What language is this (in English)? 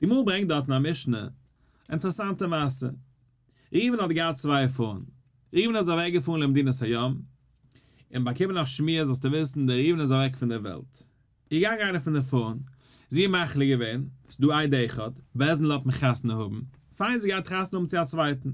Yiddish